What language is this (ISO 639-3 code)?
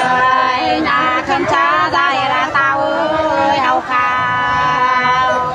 nut